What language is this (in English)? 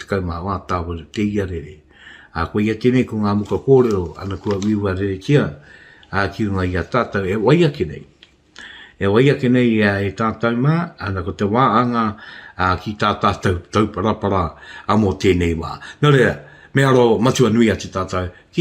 Māori